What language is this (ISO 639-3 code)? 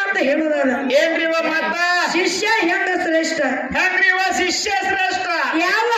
kan